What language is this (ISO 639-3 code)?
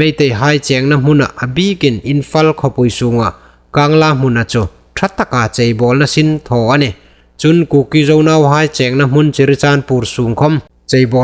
hmr